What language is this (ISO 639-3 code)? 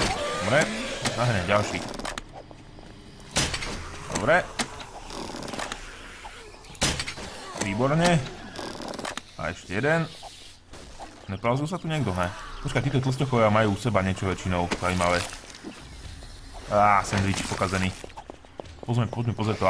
slk